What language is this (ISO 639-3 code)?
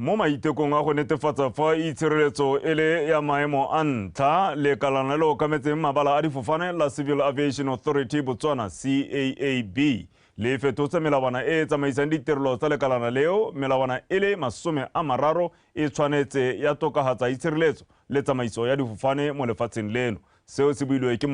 tsn